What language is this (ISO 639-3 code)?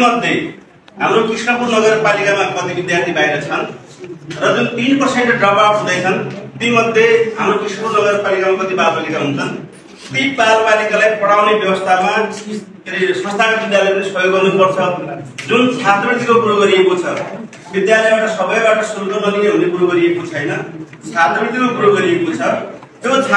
nep